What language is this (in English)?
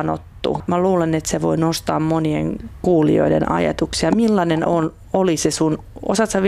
Finnish